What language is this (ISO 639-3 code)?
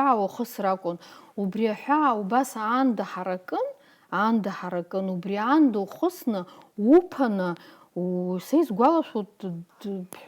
abk